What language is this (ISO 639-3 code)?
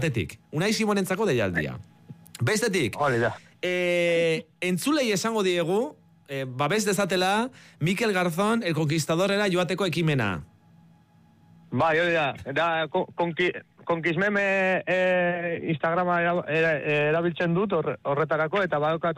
eus